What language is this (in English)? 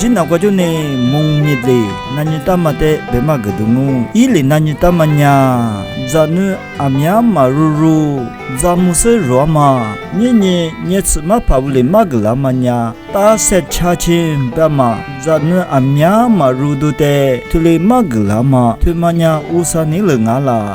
Lisu